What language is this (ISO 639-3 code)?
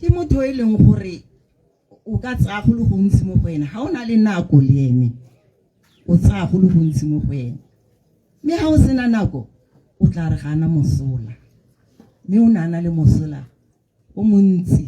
tsn